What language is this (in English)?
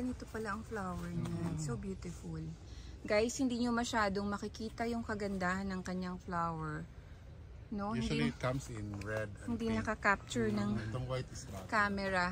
Filipino